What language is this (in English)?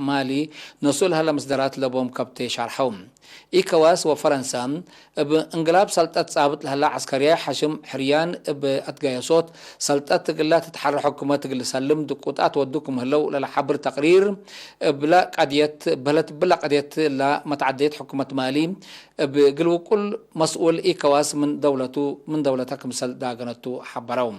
Tigre